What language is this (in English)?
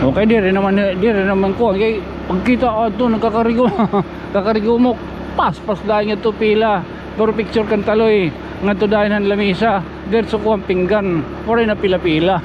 Waray